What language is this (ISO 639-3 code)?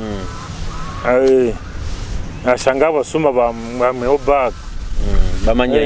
nyo